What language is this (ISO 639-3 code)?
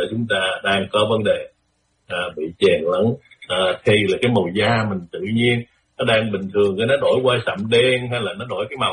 vie